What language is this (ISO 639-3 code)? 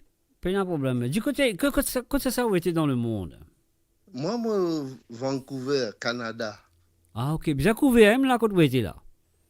mfe